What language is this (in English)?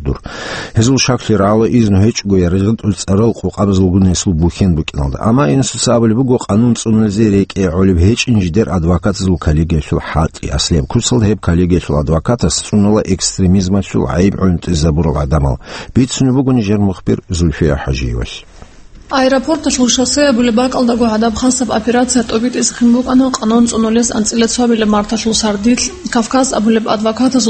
Avaric